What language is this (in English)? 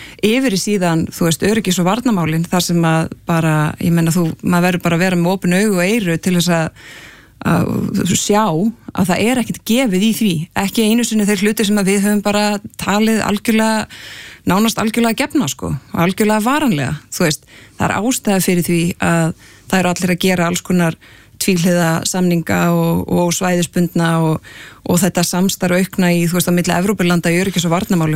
Icelandic